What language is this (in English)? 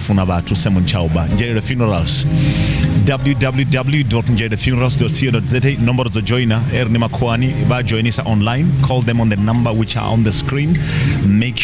Venda